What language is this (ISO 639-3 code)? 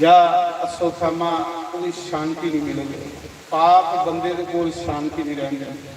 doi